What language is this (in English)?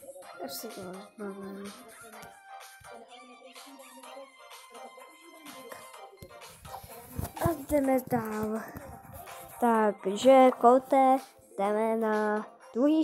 Czech